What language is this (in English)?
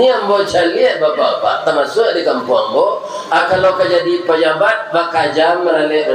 Minangkabau